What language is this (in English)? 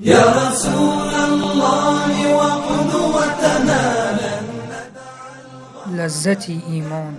Tajik